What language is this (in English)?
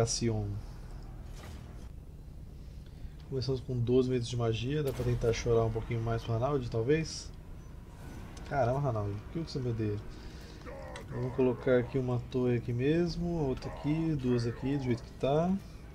Portuguese